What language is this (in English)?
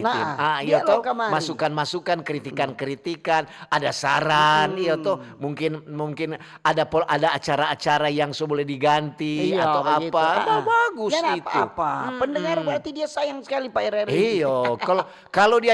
Manado Malay